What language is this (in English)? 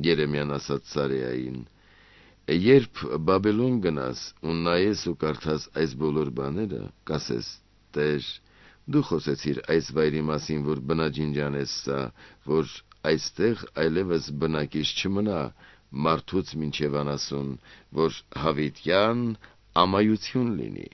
Armenian